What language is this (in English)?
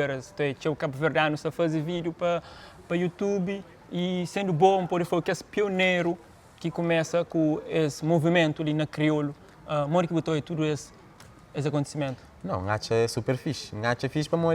Kabuverdianu